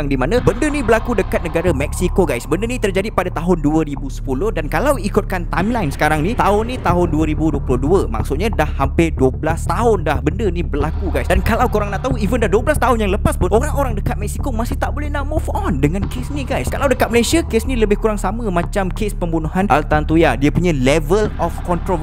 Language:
Malay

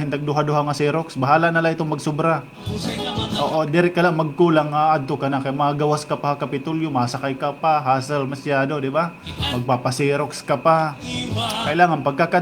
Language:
Waray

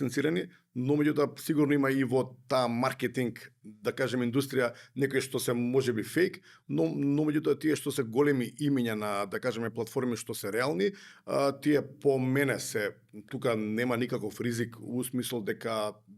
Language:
Macedonian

